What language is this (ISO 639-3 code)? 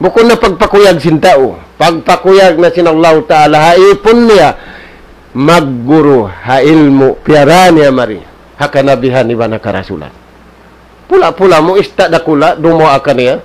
tsg